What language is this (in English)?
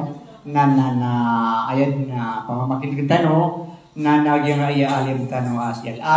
Maranao